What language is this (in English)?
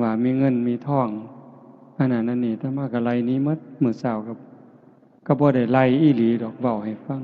Northeastern Thai